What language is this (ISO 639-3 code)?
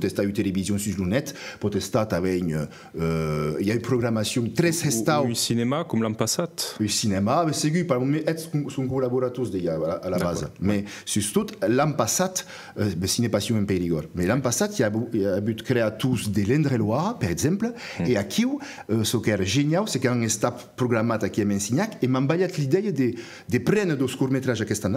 oci